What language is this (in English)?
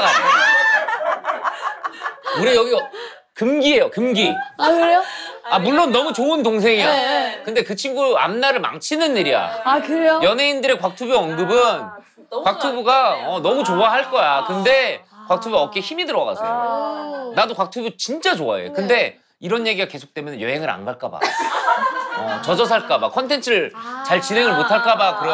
Korean